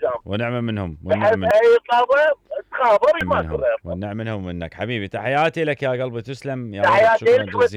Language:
Mesopotamian Arabic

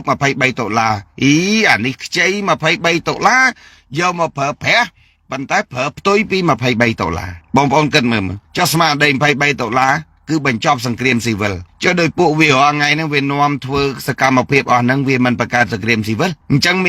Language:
Khmer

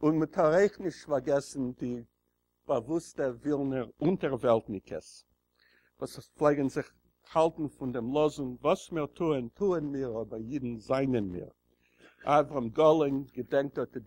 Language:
Yiddish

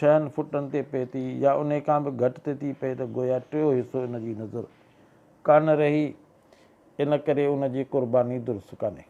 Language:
Sindhi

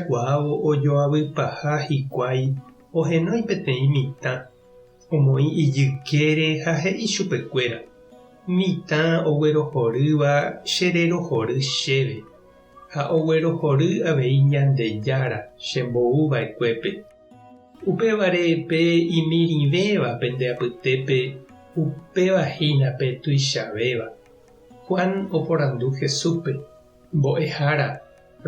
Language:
Guarani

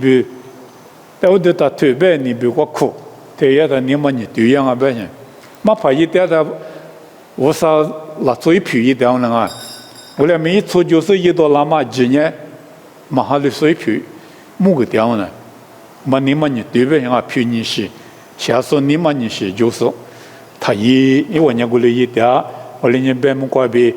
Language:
Lisu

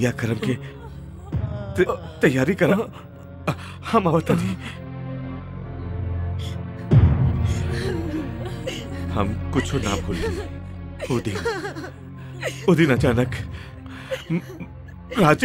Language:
Bhojpuri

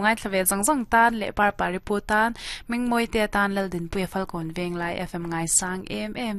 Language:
Mizo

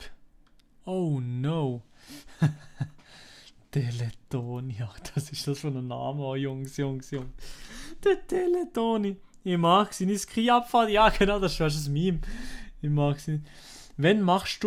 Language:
Swiss German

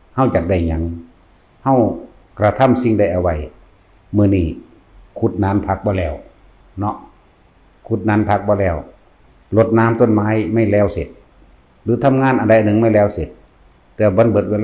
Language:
Lao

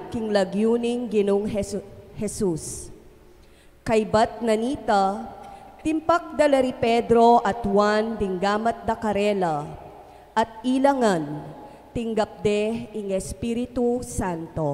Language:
Pampanga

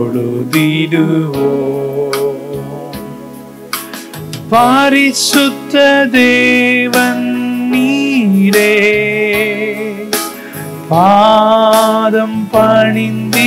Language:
Tamil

